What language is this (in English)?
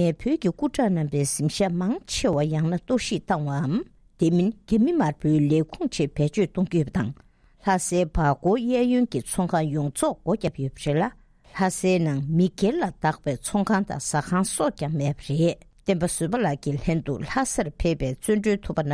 Tibetan